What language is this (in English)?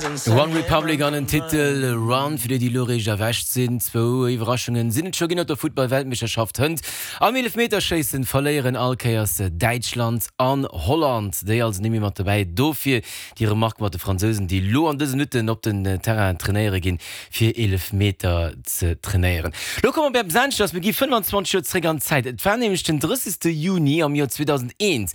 Luxembourgish